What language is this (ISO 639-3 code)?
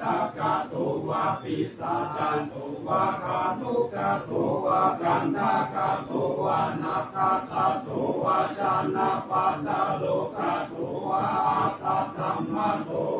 pli